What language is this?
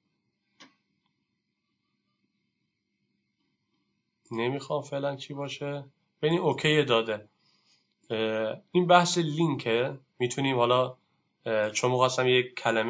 Persian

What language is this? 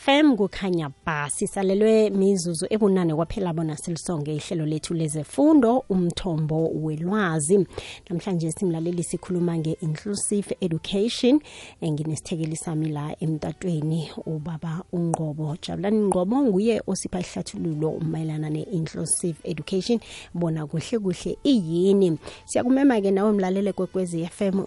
South Ndebele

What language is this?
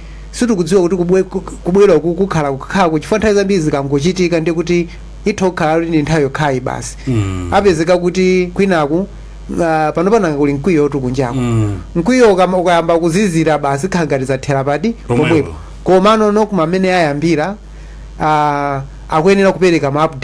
Nyanja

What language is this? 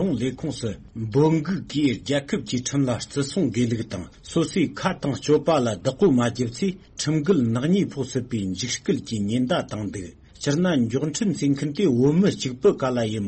Tibetan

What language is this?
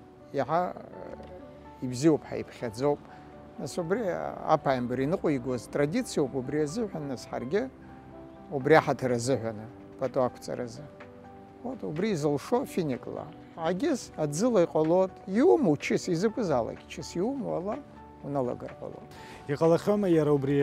Abkhazian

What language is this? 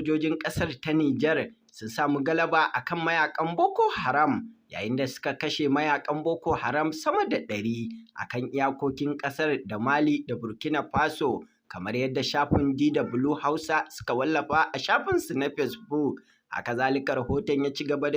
Hausa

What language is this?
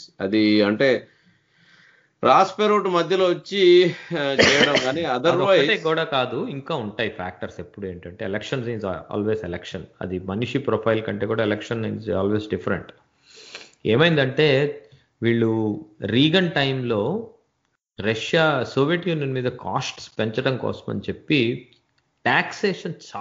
Telugu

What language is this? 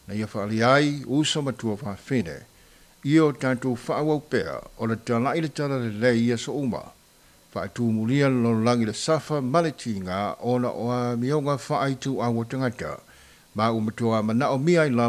Samoan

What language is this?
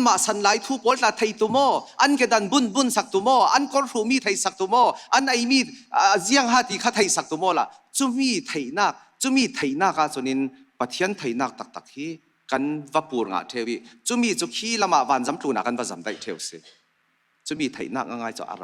Falam Chin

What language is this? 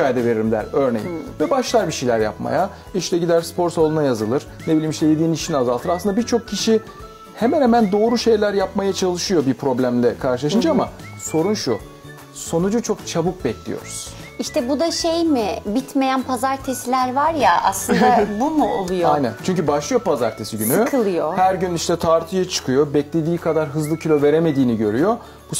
Turkish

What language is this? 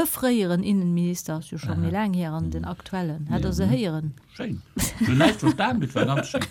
Luxembourgish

